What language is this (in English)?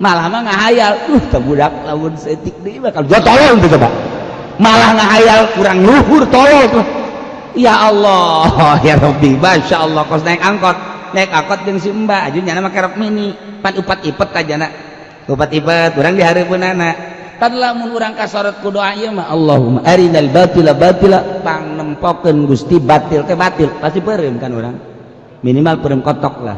Sundanese